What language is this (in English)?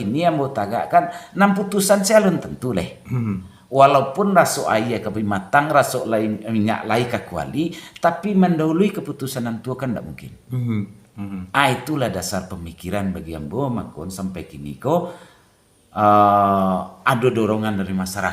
Minangkabau